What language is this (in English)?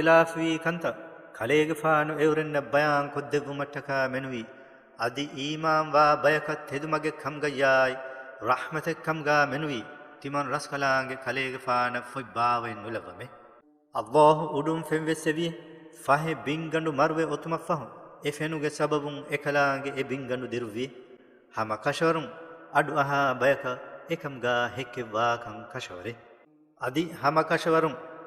Divehi